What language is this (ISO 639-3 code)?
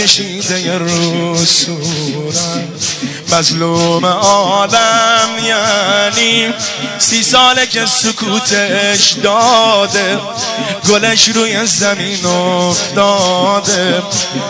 fas